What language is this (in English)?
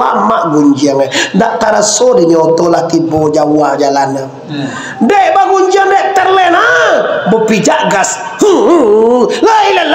Minangkabau